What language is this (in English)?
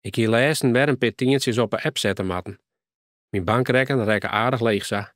Western Frisian